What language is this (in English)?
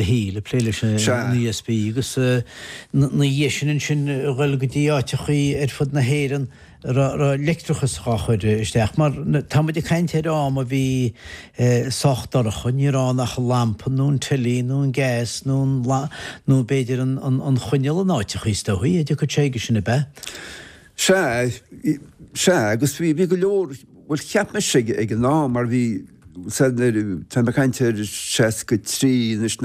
Irish